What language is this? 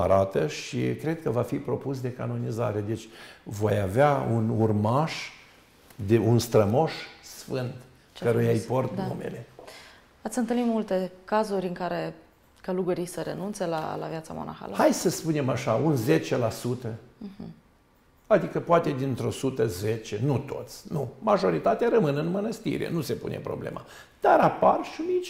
Romanian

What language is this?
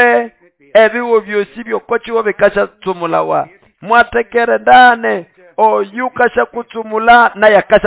Nande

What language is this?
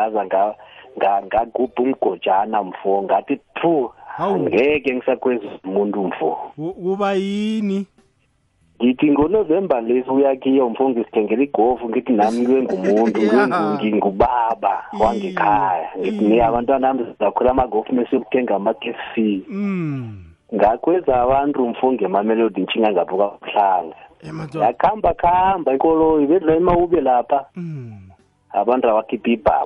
South Ndebele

